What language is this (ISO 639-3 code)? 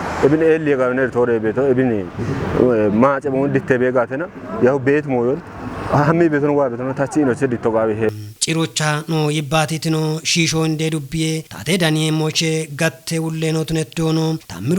kbr